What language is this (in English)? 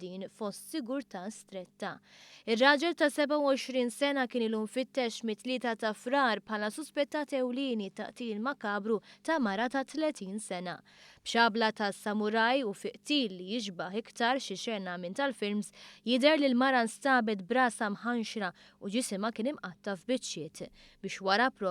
Maltese